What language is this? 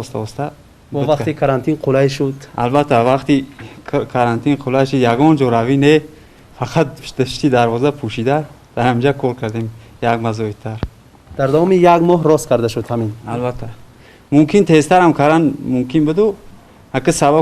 Tajik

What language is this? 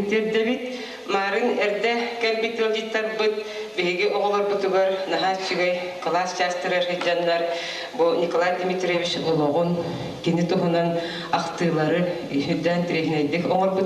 Yakut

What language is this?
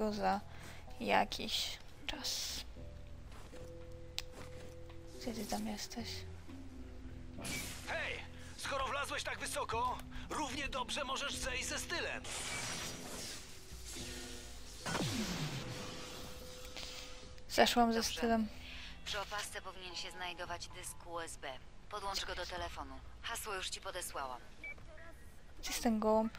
Polish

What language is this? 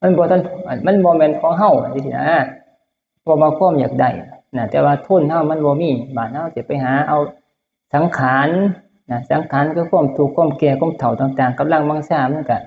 Northeastern Thai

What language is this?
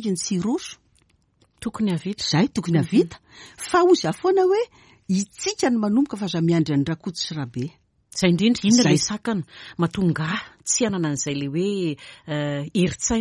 Malagasy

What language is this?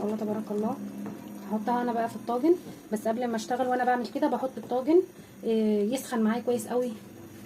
Egyptian Arabic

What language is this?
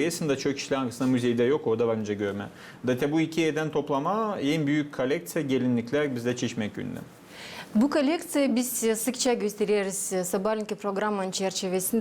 Gagauz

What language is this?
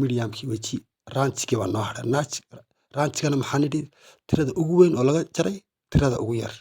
Somali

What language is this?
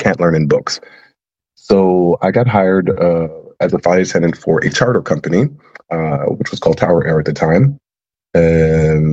English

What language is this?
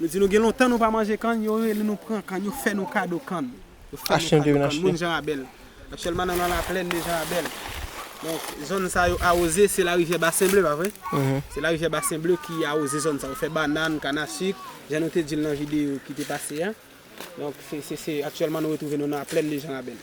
Haitian Creole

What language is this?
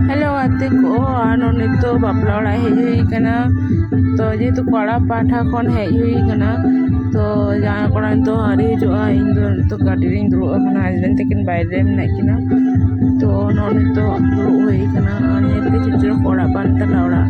Santali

